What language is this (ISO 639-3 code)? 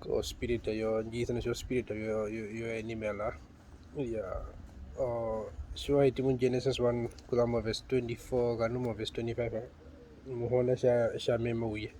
her